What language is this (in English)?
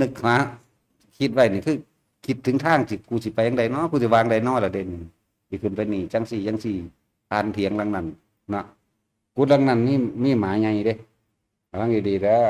Northeastern Thai